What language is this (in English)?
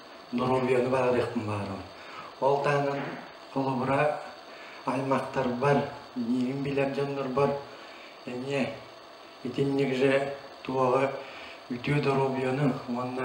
Yakut